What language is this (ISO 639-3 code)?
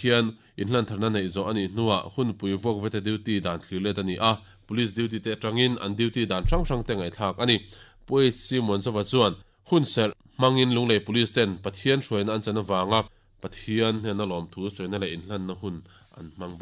lus